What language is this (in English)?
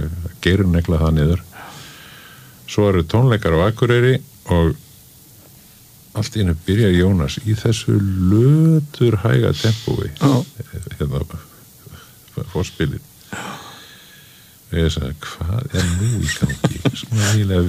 Icelandic